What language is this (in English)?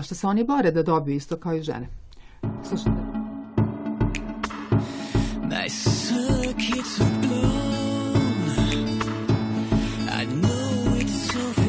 Serbian